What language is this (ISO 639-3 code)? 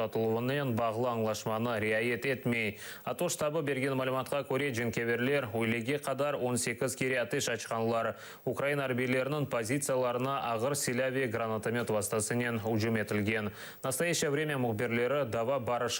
crh